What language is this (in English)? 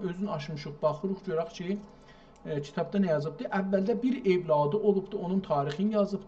South Azerbaijani